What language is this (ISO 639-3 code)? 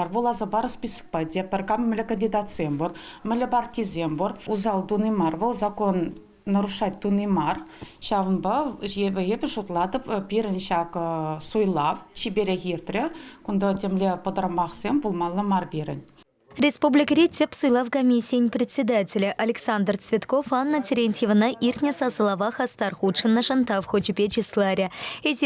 chv